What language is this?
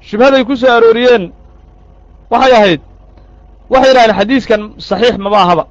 Somali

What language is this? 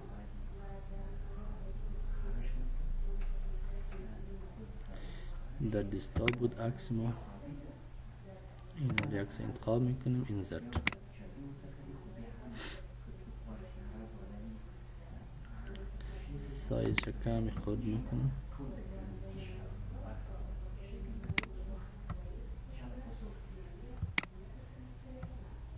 Persian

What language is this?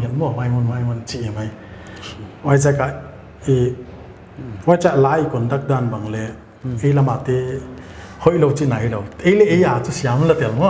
Paite Chin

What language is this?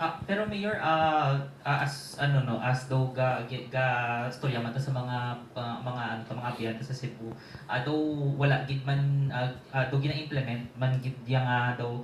Hiligaynon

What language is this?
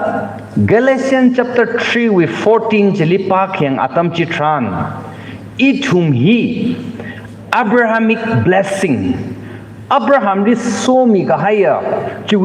Tangkhul Naga (India)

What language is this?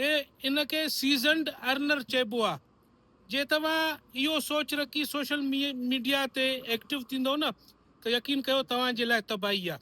Sindhi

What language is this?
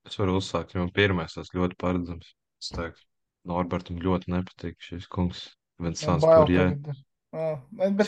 Latvian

